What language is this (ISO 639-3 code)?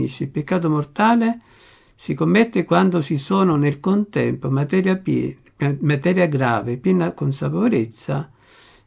ita